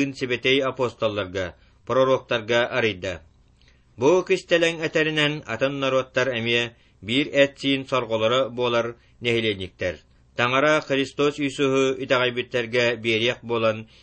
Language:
Yakut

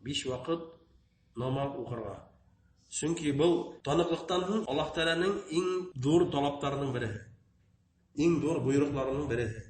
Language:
Bashkir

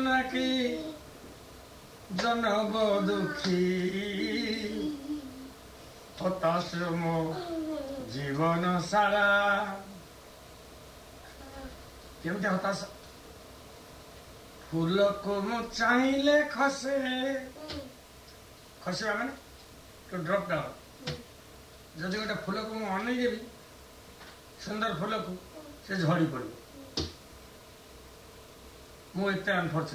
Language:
Odia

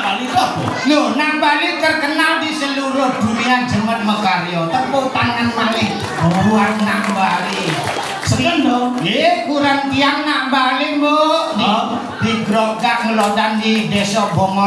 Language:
Balinese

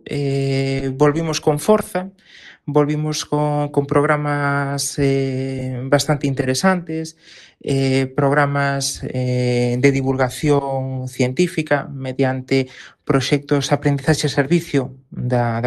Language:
Galician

